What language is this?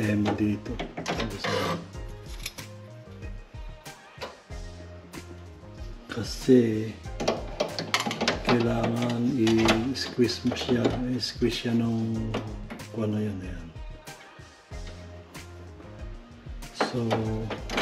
Filipino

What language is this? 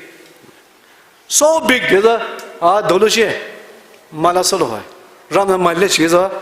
Poumei Naga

